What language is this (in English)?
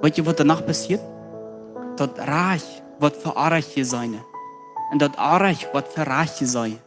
Plautdietsch